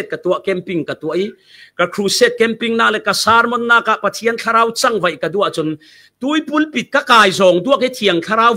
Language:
Falam Chin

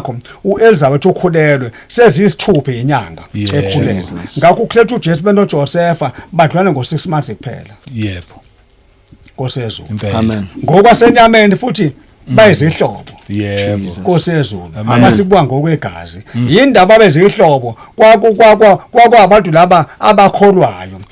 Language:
Zulu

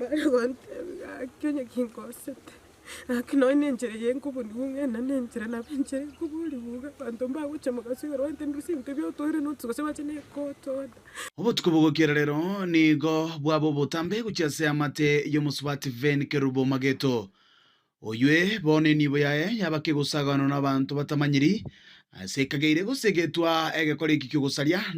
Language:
Gusii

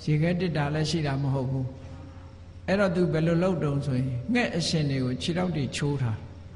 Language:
Burmese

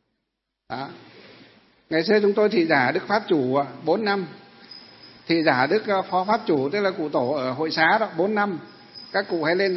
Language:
Vietnamese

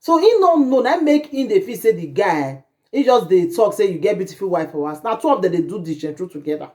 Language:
Nigerian Pidgin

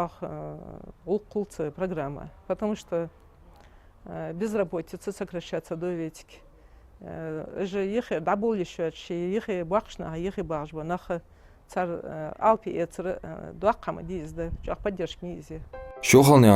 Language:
Ingush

